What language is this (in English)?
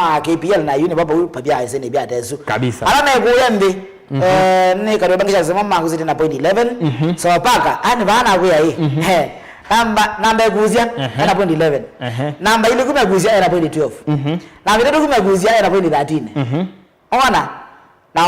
Kamba